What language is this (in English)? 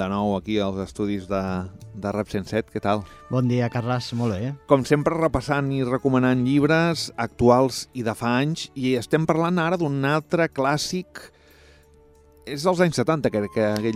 Catalan